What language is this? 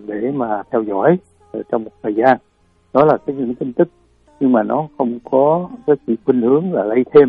Vietnamese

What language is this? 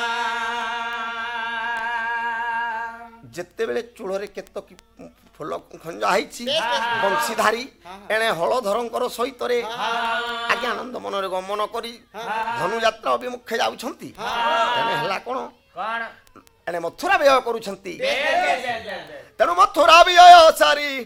Odia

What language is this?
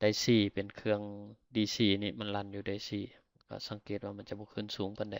Lao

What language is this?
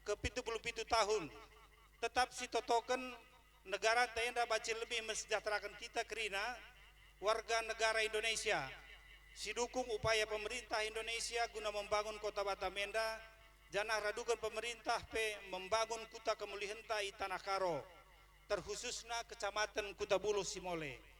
Batak Karo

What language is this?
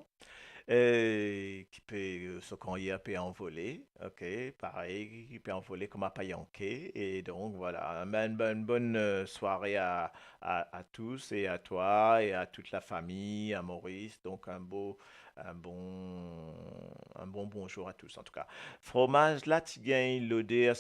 Morisyen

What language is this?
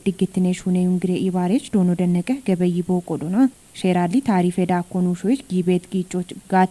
Kafa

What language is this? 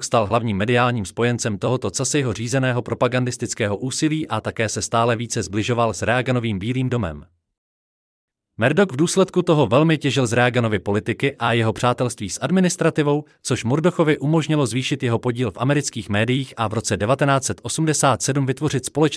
Czech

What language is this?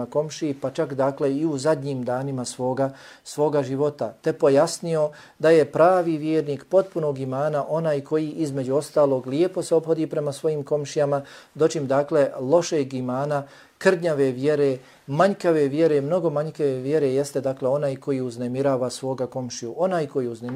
Bosnian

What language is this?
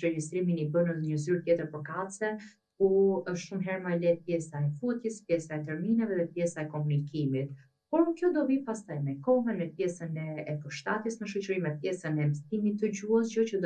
Albanian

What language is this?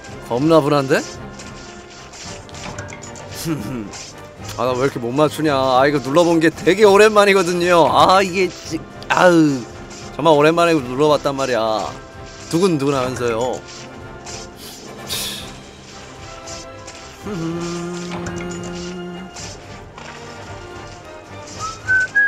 Korean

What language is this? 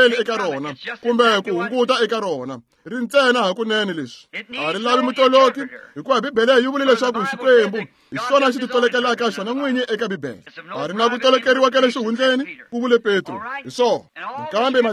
Tsonga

